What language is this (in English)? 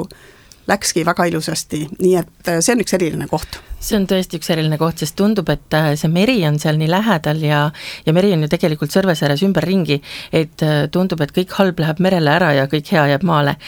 Estonian